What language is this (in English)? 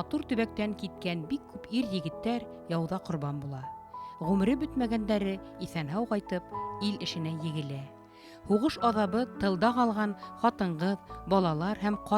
Bashkir